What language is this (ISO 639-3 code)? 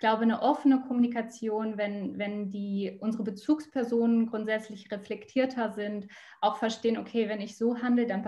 deu